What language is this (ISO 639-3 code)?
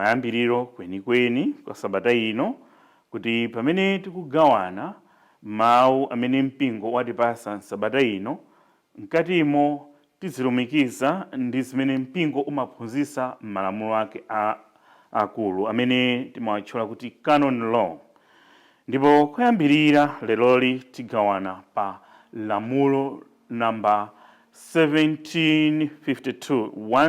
nya